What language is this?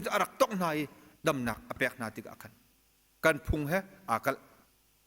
Hakha Chin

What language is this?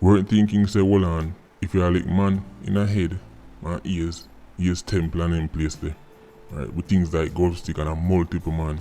Jamaican Creole English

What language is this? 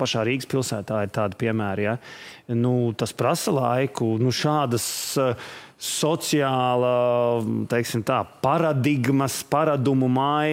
Latvian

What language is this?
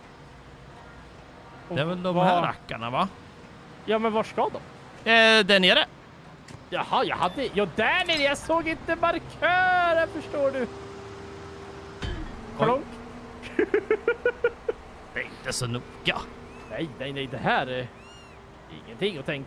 Swedish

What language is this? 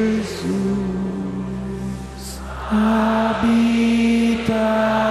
Portuguese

